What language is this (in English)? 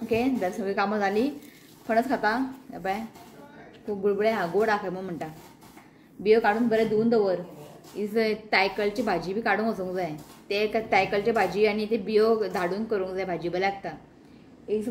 Konkani